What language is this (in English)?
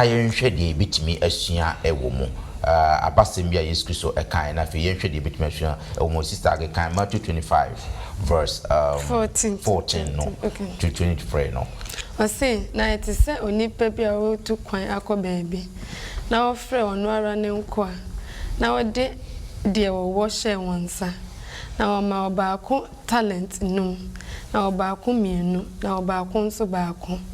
Akan